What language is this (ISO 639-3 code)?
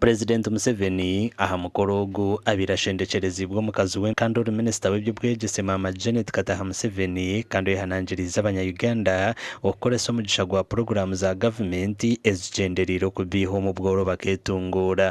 nyn